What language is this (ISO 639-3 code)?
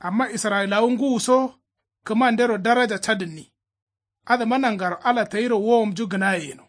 kau